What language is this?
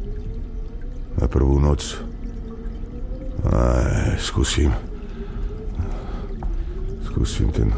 Slovak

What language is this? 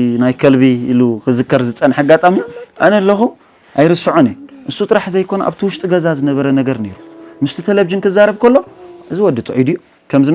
Tigrinya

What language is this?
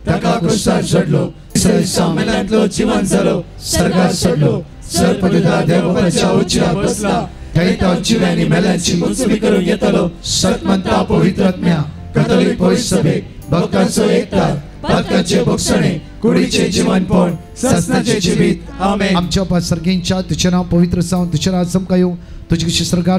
Konkani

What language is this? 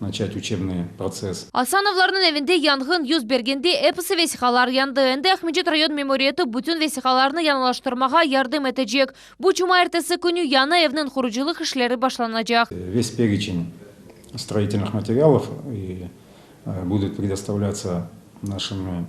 Crimean Tatar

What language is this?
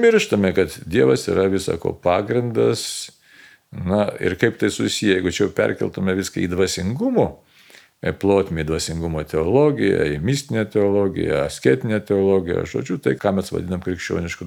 Lithuanian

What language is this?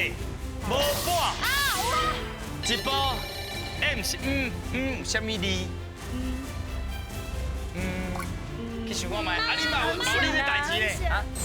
Min Nan Chinese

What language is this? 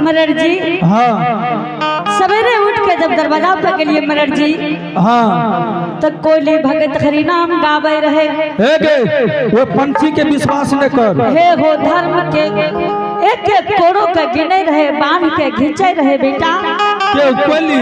Angika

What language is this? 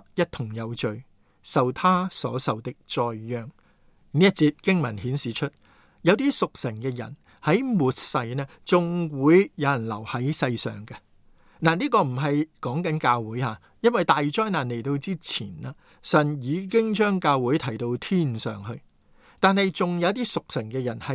Cantonese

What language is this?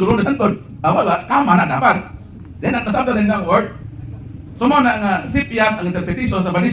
Cebuano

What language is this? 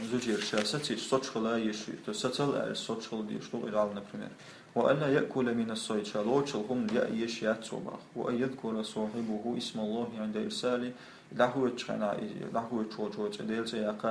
Chechen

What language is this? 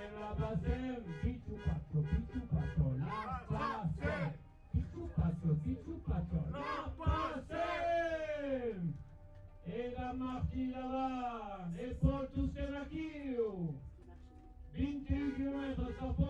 Occitan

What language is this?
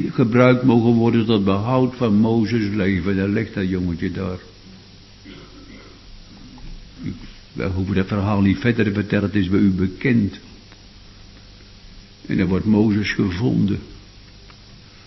Dutch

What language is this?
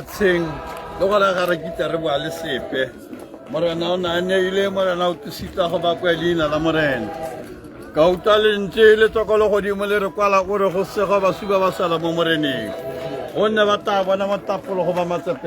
Tswana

